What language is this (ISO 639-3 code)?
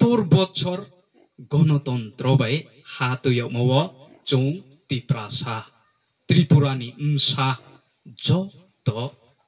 ria